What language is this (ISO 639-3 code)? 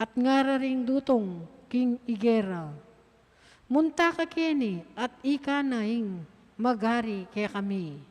pam